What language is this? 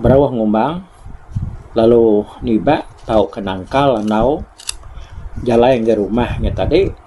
Iban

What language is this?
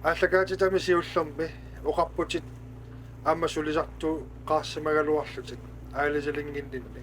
Kalaallisut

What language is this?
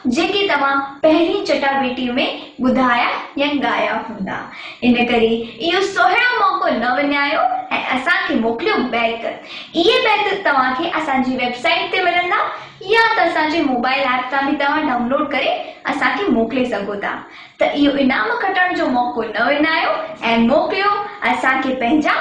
Sindhi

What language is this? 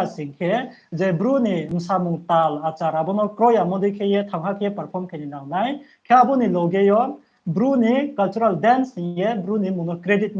Riang (India)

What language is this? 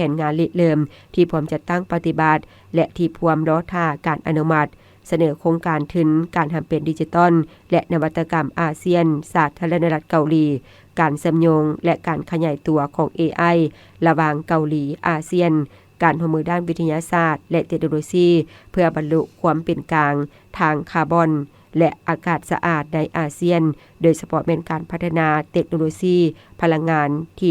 Lao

